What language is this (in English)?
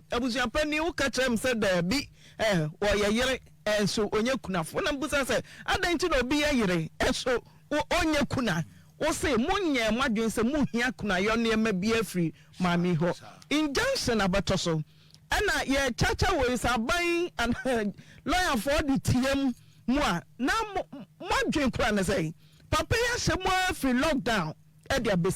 Akan